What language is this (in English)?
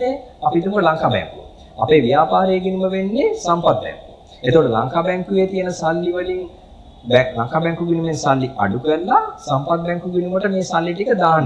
Sinhala